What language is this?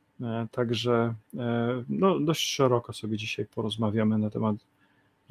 Polish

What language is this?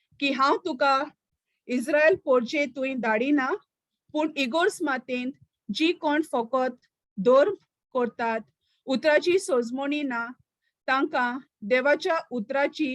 Konkani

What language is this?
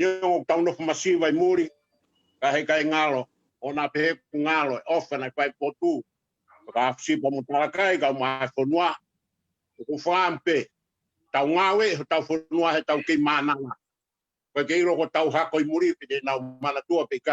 Tongan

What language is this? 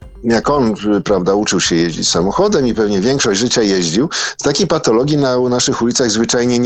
Polish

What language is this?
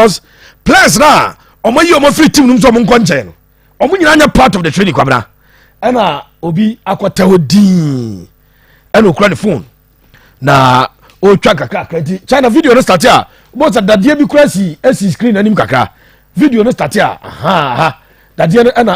Akan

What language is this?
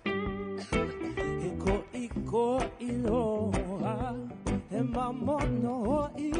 Hawaiian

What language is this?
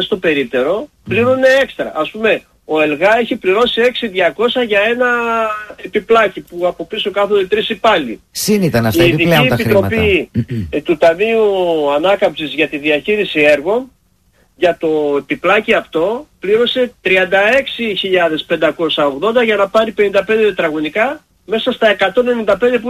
Greek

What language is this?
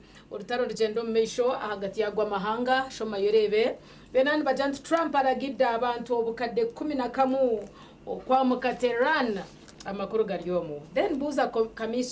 Nyankole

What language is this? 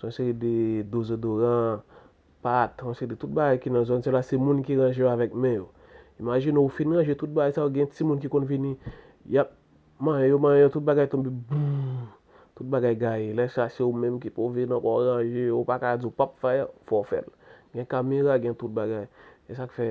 Haitian Creole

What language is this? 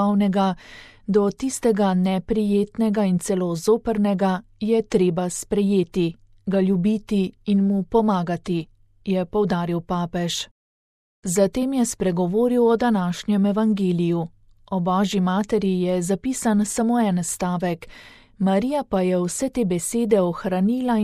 Slovenian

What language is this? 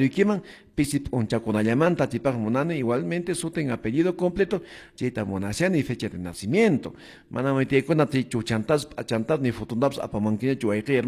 Quechua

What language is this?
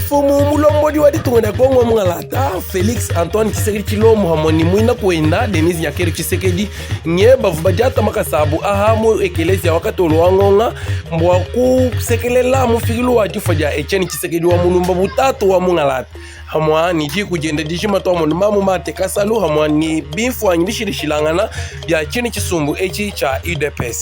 Luba-Lulua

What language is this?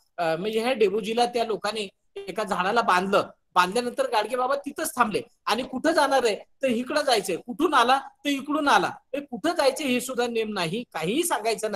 Marathi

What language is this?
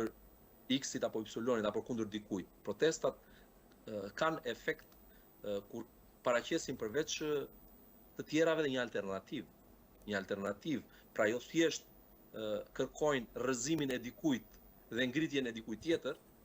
Albanian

